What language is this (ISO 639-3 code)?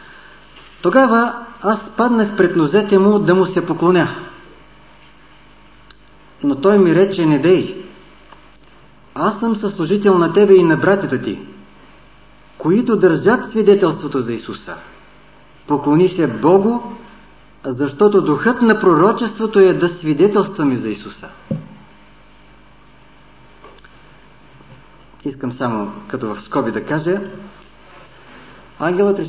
bul